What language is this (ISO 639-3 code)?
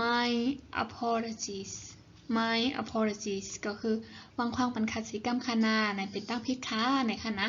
shn